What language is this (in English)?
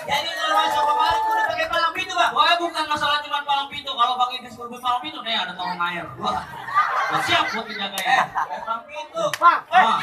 Betawi